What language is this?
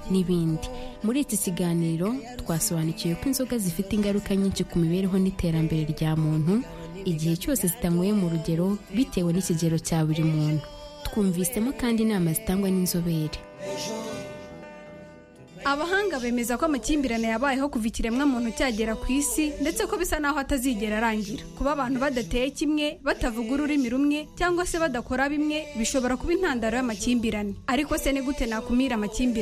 Kinyarwanda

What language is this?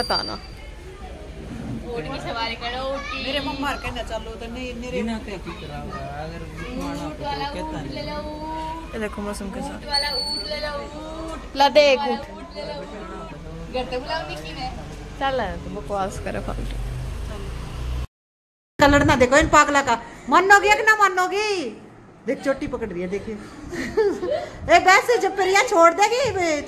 Hindi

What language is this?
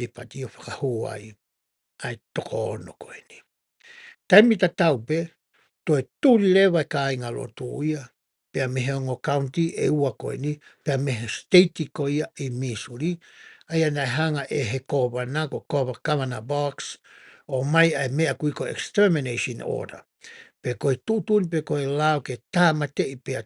Tongan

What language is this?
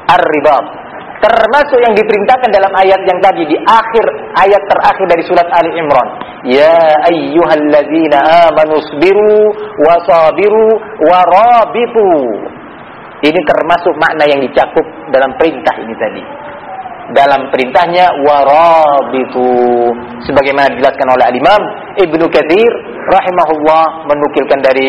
Indonesian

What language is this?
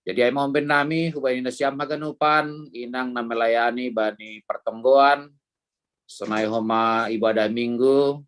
Batak Simalungun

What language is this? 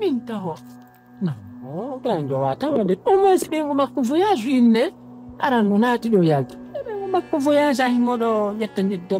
Pular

